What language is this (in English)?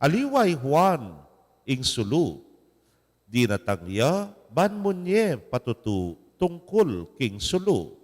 Pampanga